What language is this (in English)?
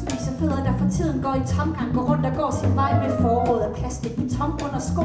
Danish